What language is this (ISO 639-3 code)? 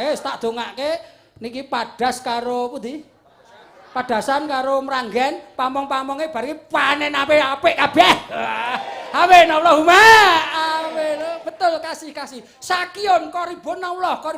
jav